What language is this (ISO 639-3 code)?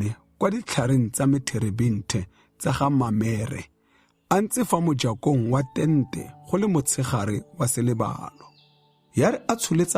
tsn